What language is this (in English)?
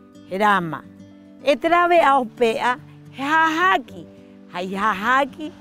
Rapanui